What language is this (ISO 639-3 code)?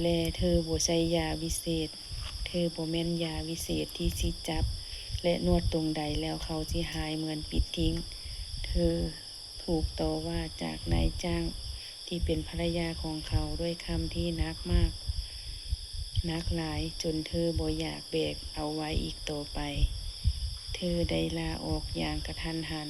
lao